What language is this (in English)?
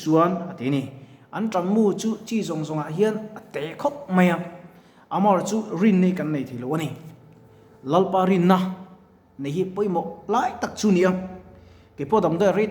Mizo